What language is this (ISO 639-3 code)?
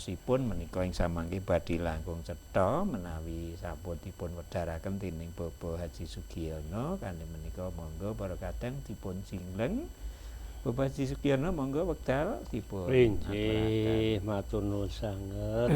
jav